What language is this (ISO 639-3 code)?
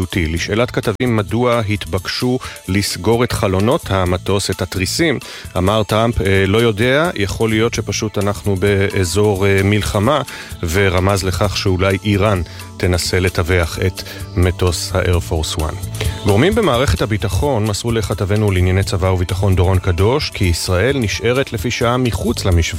heb